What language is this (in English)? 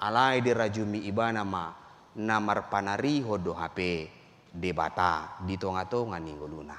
Batak Toba